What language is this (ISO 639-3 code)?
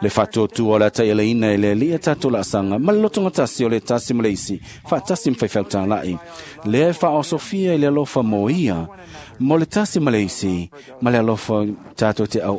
smo